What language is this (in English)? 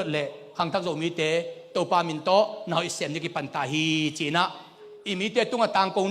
Tedim Chin